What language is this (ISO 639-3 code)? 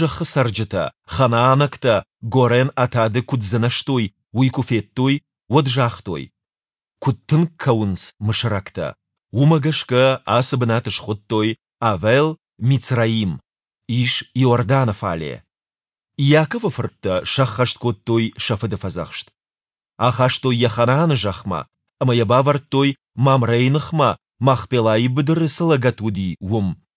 oss